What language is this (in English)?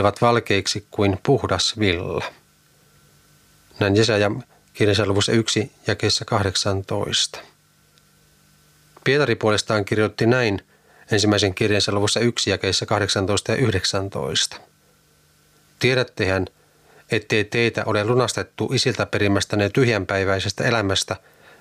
Finnish